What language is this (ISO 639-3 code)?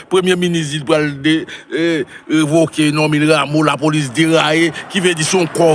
hat